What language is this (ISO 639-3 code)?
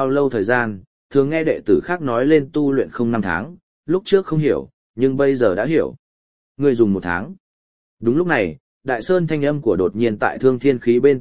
vie